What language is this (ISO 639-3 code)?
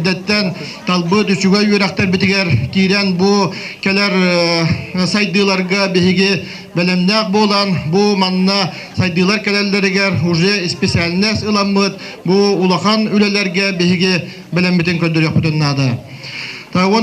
sah